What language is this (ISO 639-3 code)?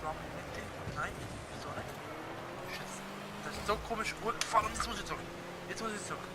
gsw